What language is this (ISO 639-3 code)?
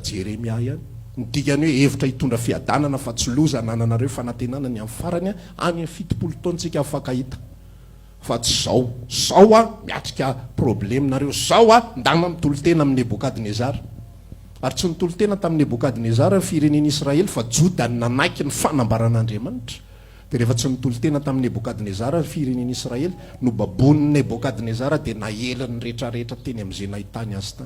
mlg